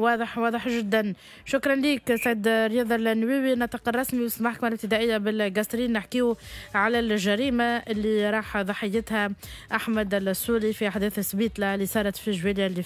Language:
Tunisian Arabic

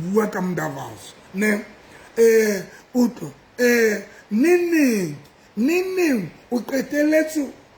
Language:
Southern Sotho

